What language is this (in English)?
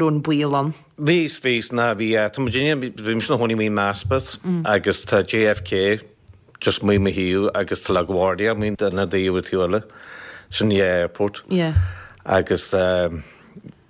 Irish